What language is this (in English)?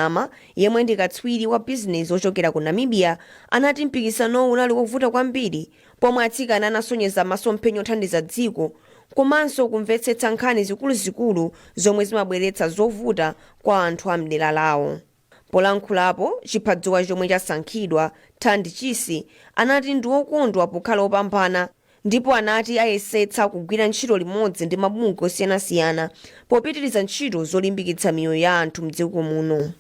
Nyanja